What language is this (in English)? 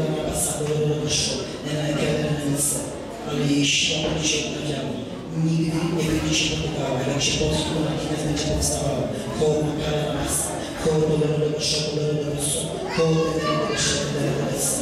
Polish